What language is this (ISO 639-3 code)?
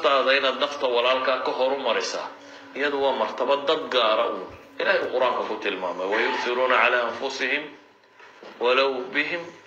som